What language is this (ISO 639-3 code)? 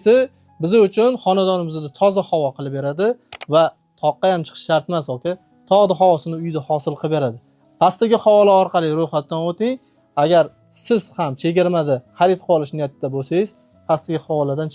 uzb